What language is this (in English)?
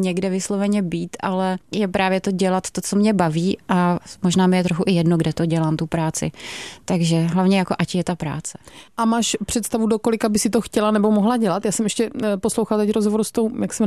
Czech